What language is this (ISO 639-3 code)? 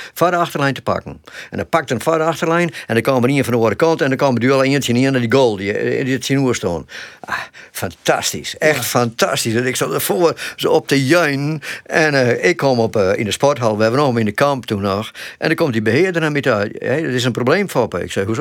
fry